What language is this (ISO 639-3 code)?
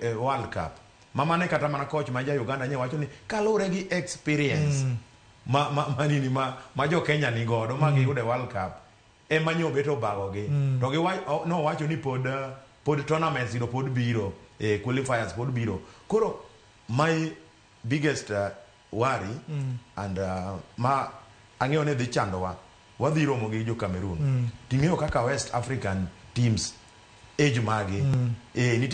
luo